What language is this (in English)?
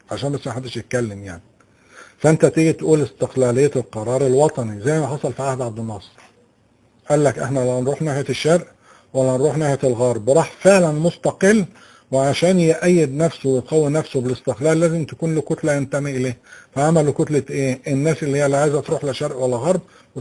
Egyptian Arabic